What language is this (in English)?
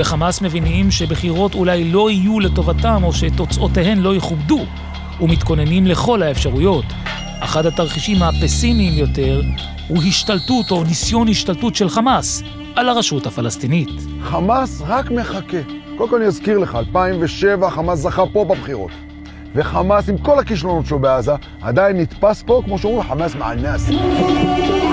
Hebrew